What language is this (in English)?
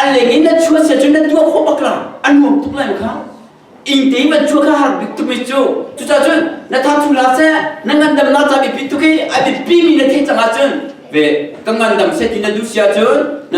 Hakha Chin